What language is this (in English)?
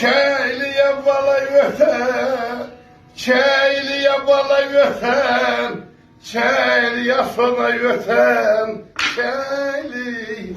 South Azerbaijani